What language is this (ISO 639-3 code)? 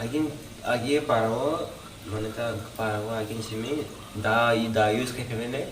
trp